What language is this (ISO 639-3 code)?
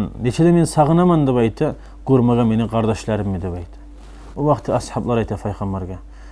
kum